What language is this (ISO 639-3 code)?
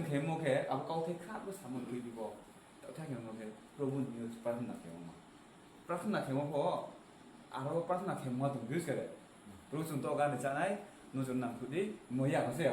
ria